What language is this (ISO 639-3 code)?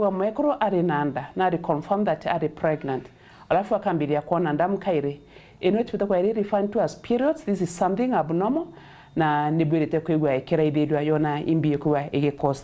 mer